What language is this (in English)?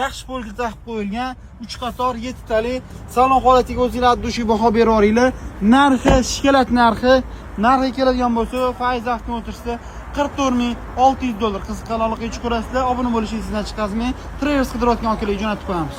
Uzbek